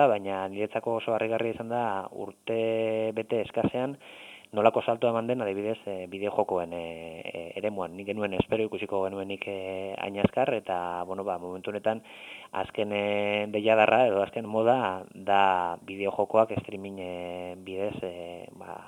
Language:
Basque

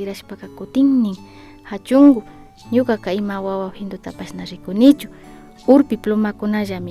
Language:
Imbabura Highland Quichua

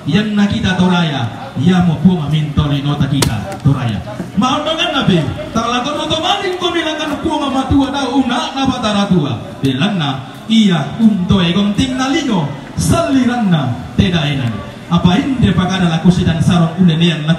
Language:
Toraja-Sa'dan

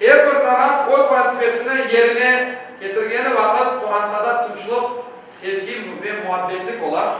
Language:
Crimean Tatar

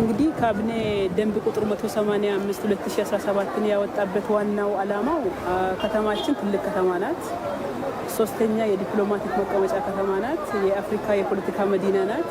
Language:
Amharic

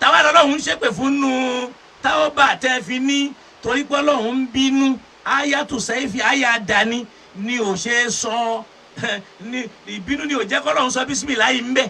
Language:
Yoruba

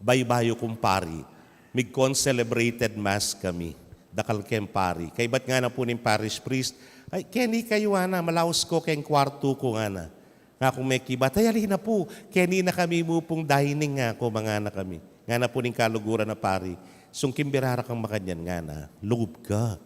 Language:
Pampanga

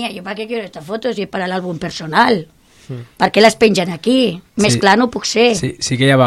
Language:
Catalan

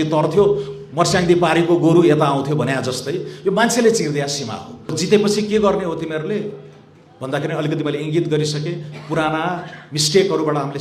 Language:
Nepali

